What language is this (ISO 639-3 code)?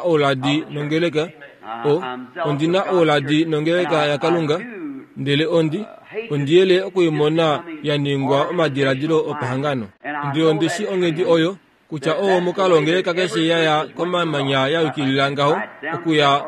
kua